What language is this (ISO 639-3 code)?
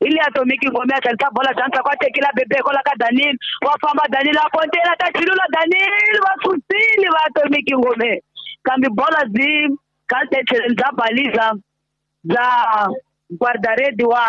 tso